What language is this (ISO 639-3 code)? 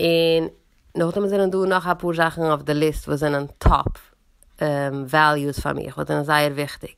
yid